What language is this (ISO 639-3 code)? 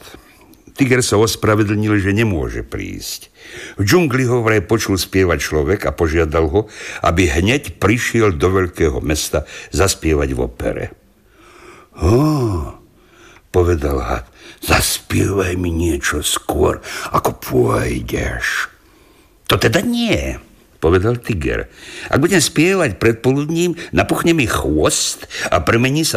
slk